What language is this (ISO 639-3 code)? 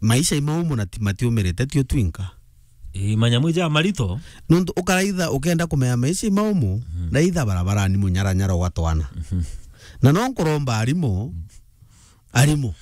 mer